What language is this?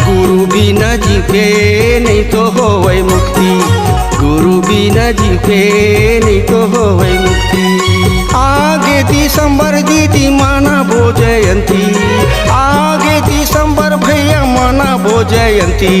Chhattisgarhi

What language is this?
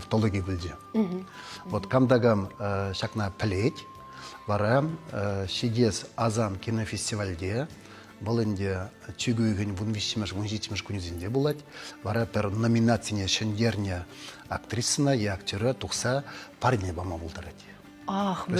Chuvash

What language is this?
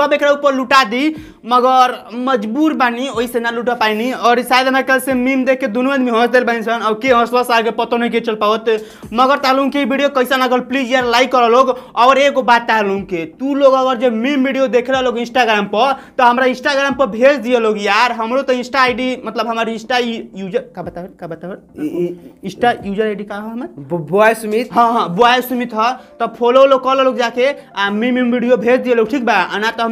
Bhojpuri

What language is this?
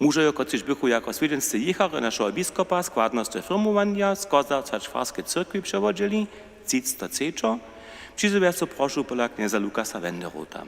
Upper Sorbian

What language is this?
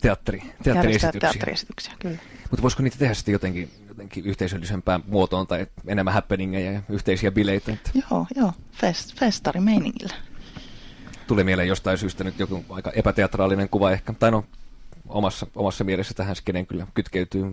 Finnish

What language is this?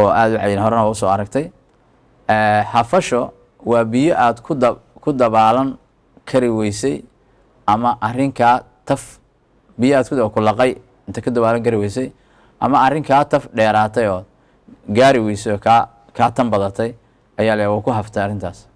Somali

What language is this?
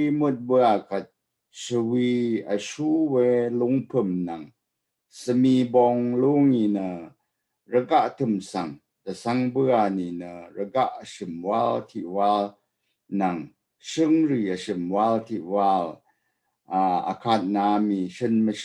Rawang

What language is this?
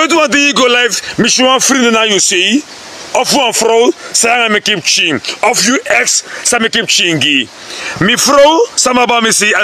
Sranan Tongo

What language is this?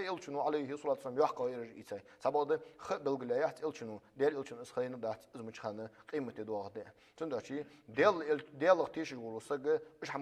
Ingush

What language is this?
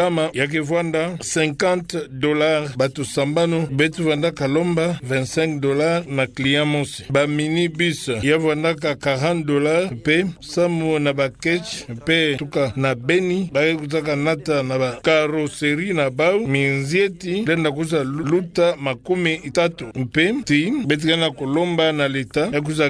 Kituba (Democratic Republic of Congo)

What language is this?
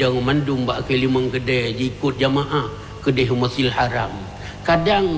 Achinese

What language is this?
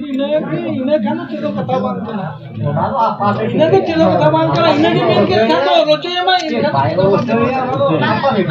Santali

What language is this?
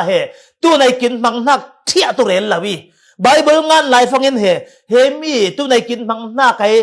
Falam Chin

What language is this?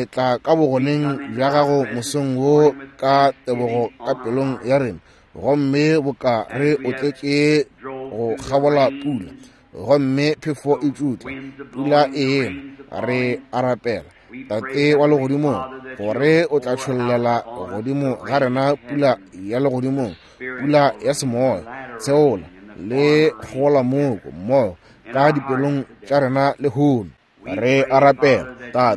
Northern Sotho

